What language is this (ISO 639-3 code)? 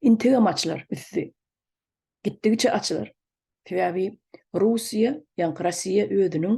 tuk